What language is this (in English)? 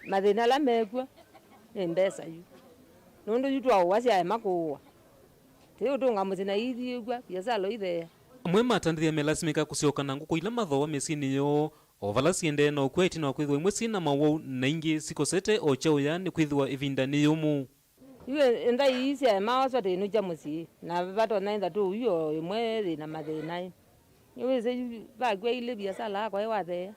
Kamba